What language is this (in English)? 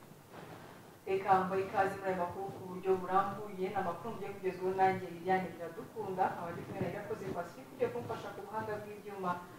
Kinyarwanda